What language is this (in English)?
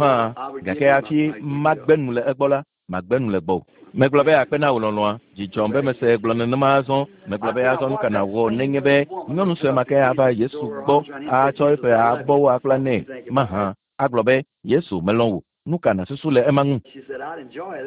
Ewe